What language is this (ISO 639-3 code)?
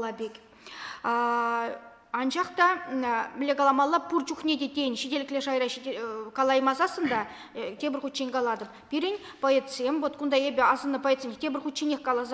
chv